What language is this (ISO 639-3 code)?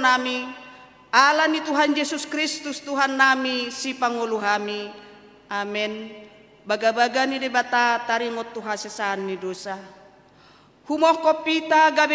bbc